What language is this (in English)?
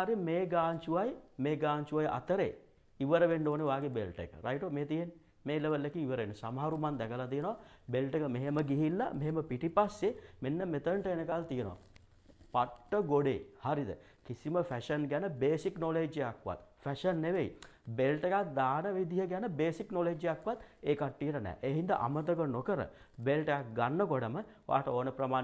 Sinhala